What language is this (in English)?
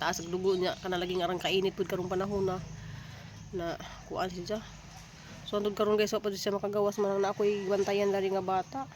Cebuano